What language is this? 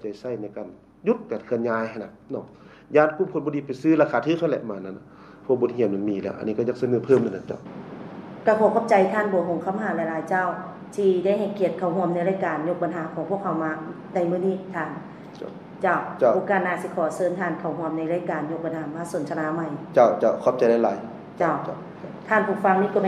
Lao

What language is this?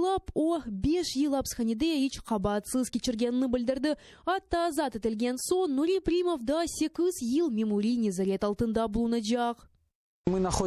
Crimean Tatar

